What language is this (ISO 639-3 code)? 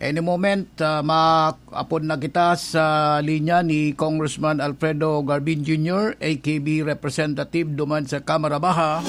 bik